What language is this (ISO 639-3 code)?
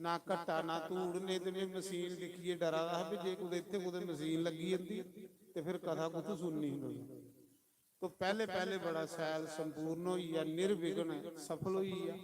doi